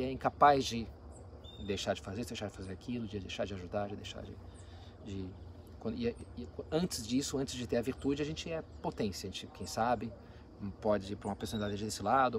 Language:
Portuguese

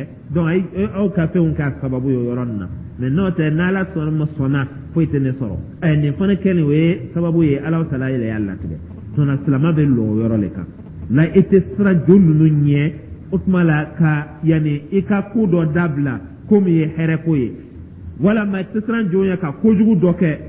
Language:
Dyula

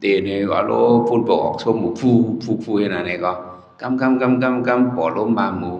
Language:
Shan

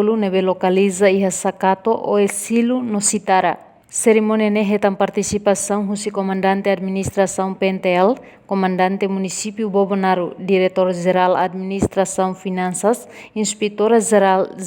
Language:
Tetum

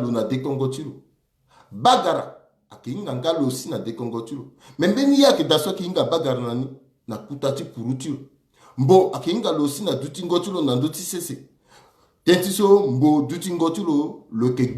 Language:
Sango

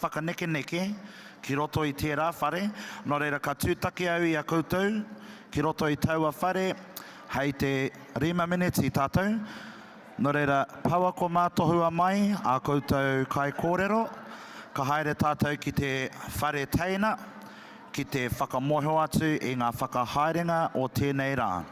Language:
Māori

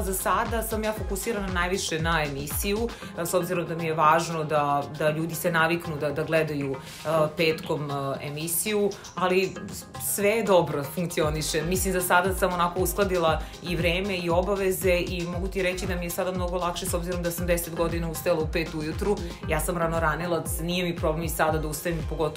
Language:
Serbian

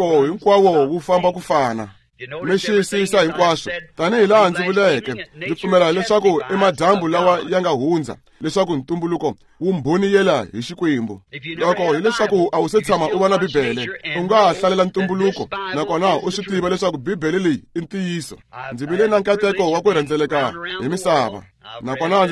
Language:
Tsonga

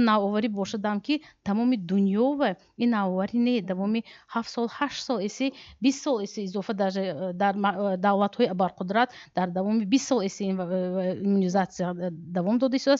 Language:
Tajik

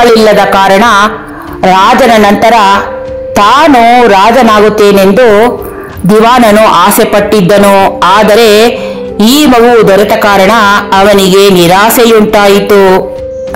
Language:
Kannada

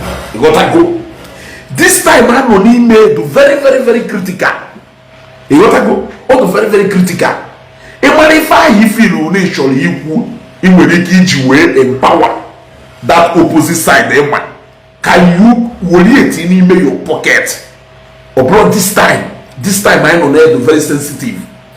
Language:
Igbo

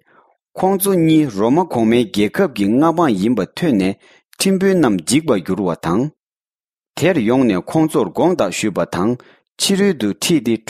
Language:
Tibetan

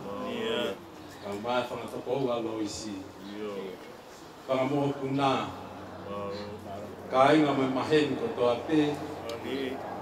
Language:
Tongan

